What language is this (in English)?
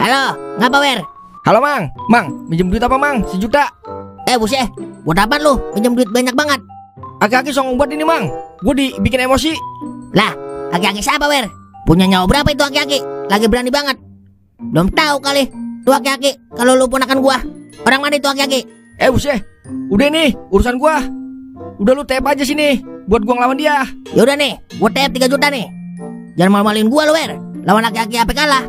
Betawi